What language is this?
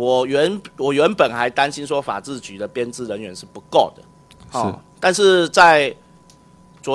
Chinese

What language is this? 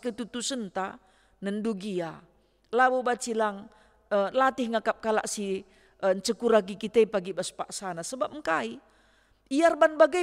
Batak Karo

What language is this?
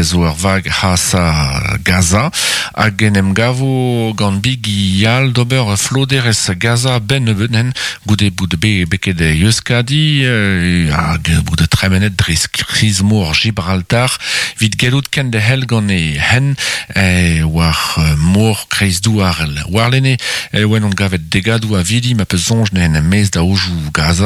Breton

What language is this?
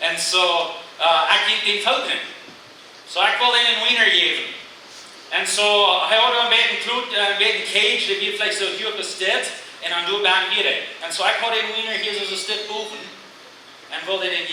Plautdietsch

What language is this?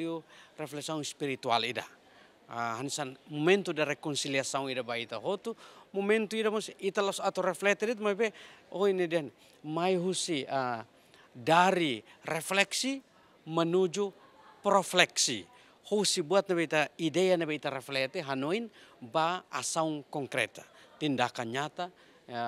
Tetum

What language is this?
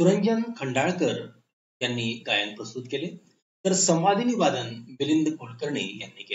Marathi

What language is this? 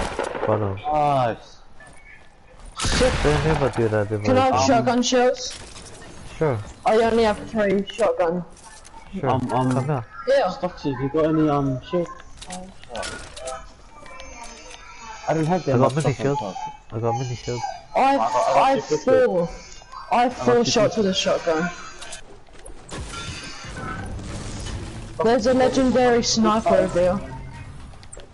English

